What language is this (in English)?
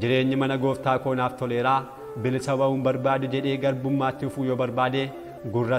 Oromo